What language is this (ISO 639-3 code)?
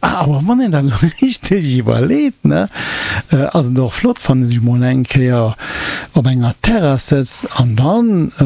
ltz